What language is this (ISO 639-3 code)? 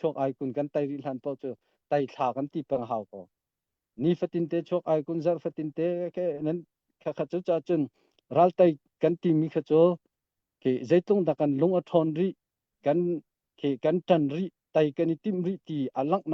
cnh